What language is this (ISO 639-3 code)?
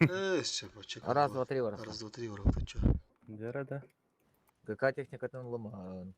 sah